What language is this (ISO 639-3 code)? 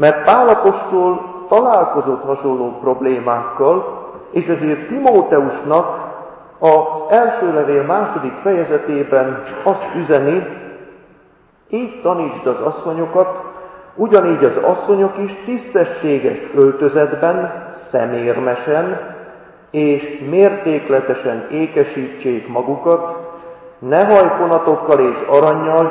hun